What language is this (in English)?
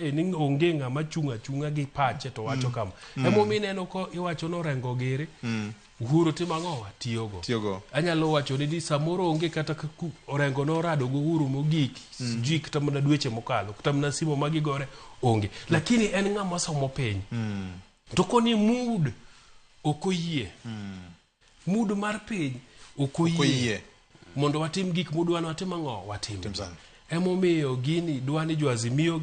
Luo (Kenya and Tanzania)